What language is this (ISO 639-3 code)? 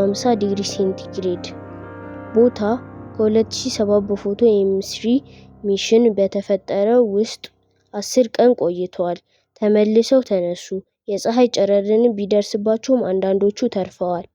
amh